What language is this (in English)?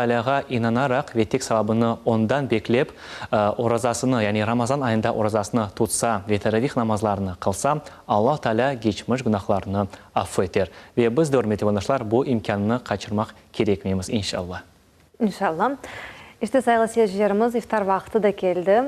Crimean Tatar